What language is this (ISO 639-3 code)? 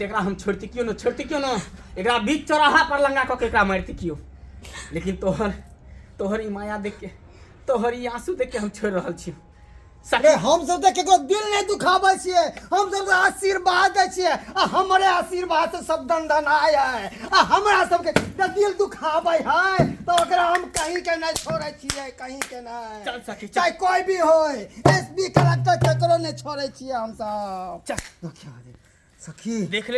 mai